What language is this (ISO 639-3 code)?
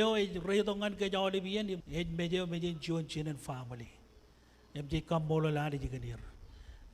mah